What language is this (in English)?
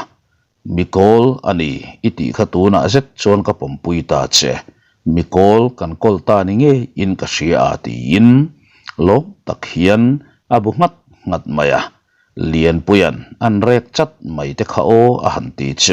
Mizo